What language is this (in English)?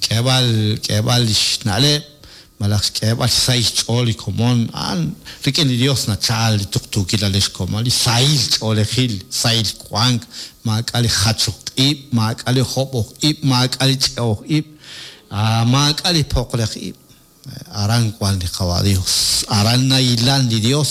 Kekchí